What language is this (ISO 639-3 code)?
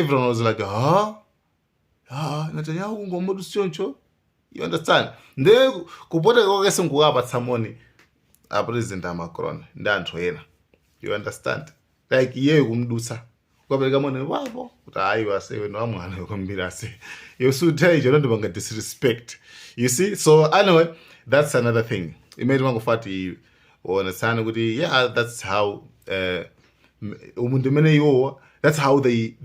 nya